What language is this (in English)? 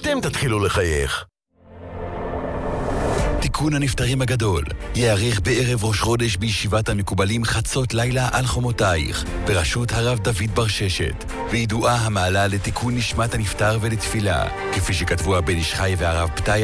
Hebrew